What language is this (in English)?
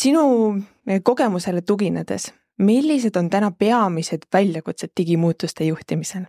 Estonian